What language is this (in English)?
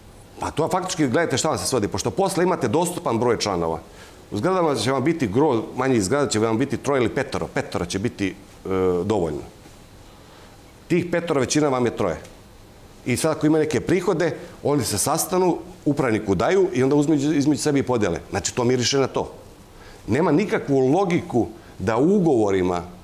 Serbian